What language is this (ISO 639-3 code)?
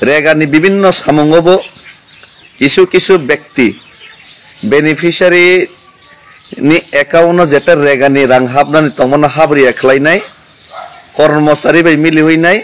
trp